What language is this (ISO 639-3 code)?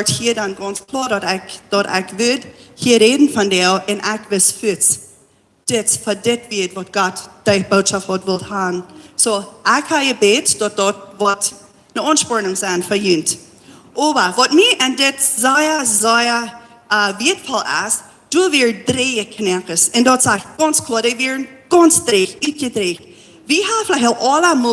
pdt